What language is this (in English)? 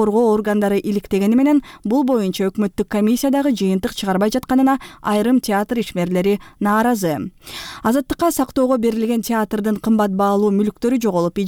Kyrgyz